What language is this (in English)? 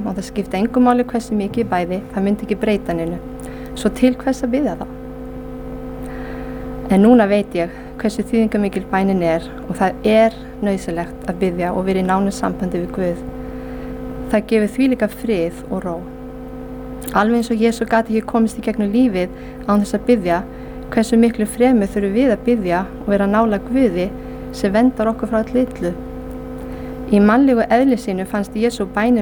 Icelandic